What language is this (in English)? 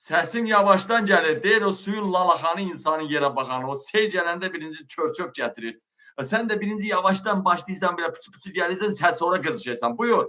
Azerbaijani